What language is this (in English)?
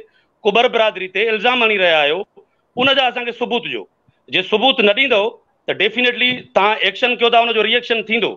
Sindhi